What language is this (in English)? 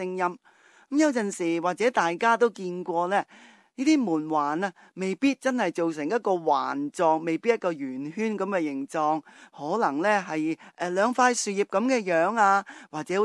Cantonese